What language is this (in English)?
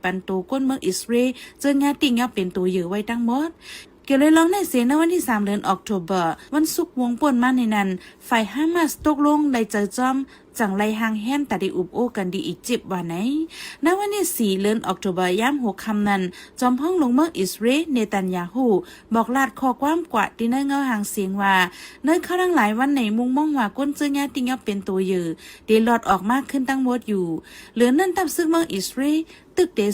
Shan